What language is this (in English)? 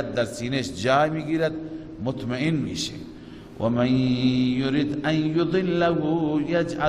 Persian